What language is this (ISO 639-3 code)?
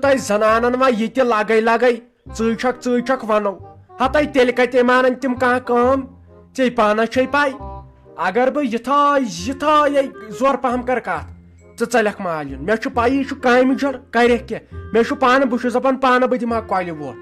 kas